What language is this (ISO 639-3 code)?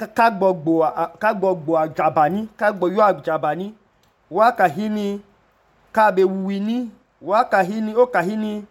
idu